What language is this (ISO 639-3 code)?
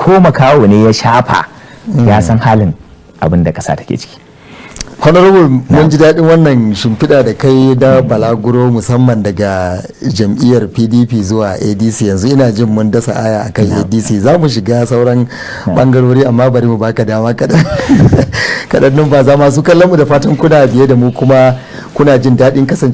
hau